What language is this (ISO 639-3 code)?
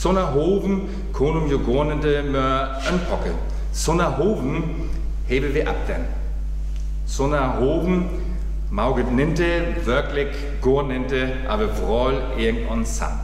frr